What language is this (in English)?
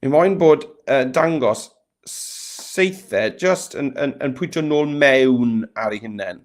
Welsh